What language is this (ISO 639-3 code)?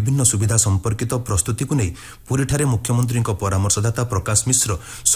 ori